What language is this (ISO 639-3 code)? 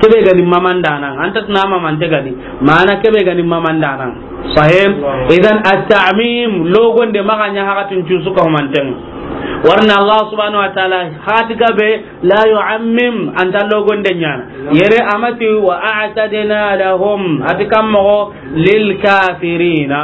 snk